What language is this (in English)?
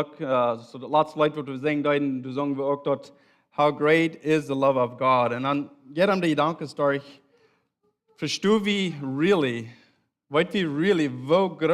Plautdietsch